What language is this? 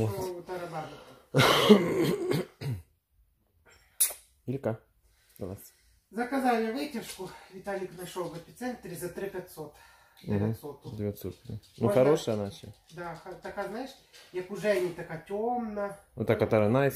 Ukrainian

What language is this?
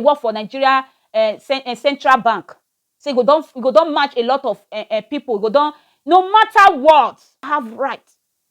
Nigerian Pidgin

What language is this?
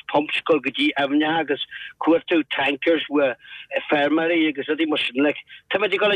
Irish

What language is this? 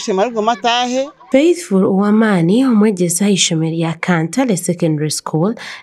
Nyankole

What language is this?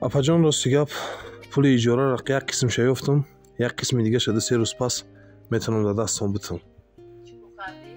Tajik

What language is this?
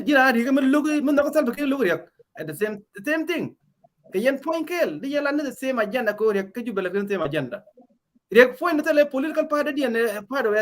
Nuer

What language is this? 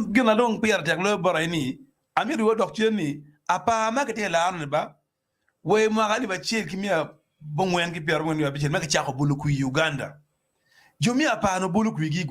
Acoli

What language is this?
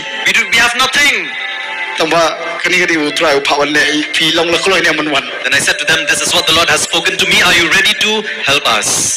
Khasi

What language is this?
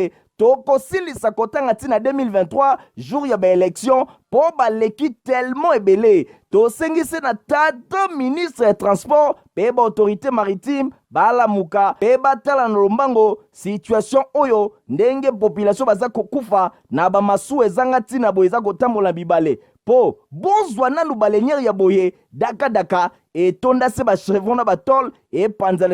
Lingala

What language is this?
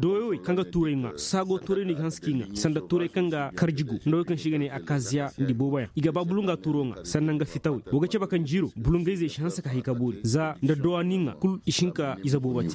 Koyraboro Senni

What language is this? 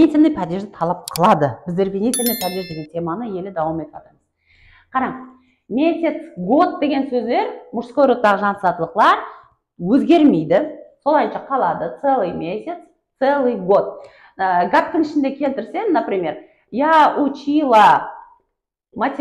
Kara-Kalpak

